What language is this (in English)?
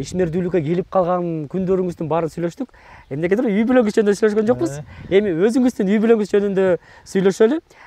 Kyrgyz